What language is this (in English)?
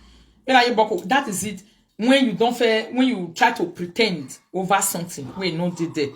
Nigerian Pidgin